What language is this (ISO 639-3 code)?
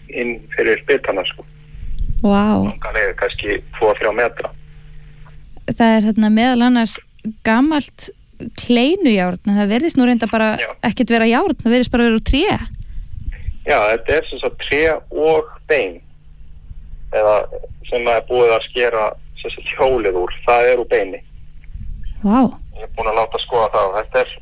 isl